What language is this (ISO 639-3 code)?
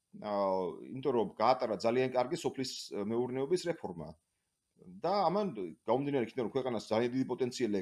kat